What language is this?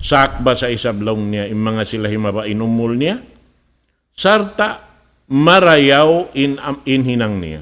Tausug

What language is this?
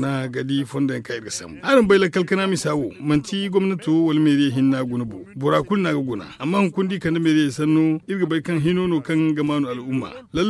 Zarma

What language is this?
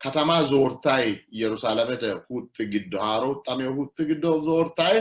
Sidamo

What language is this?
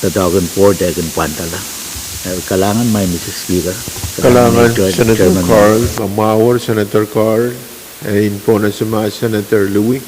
Pohnpeian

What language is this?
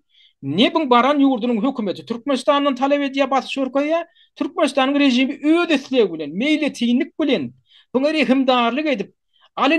Turkmen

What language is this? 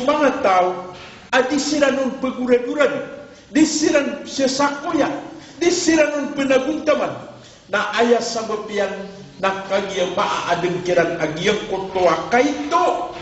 Maranao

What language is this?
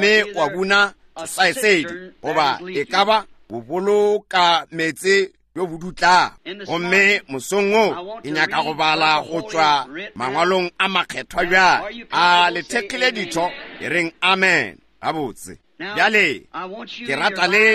Northern Sotho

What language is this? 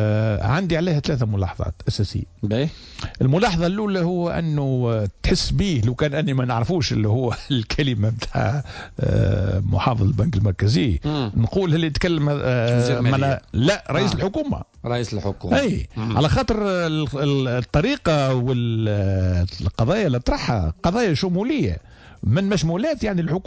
Tunisian Arabic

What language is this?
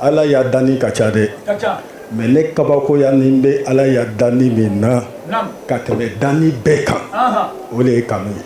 Bambara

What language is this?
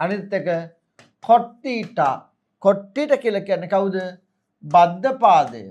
Sinhala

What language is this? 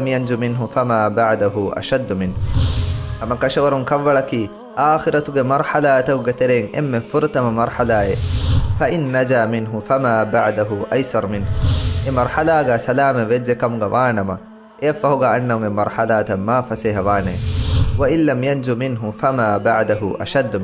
Divehi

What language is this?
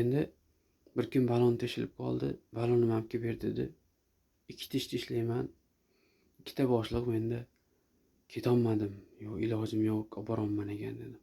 Uzbek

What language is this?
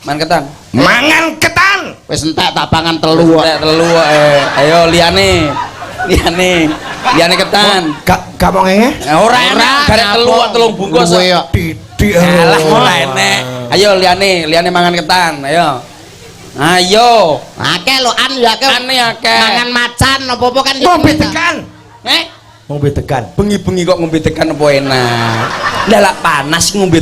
Javanese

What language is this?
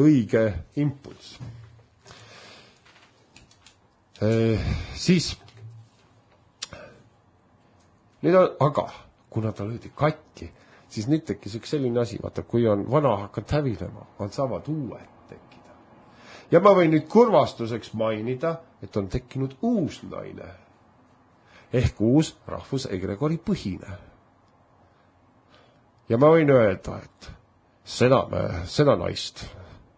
Estonian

